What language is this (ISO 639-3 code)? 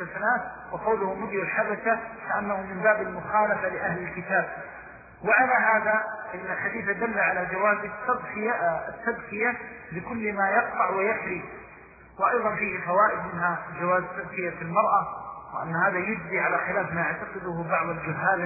ara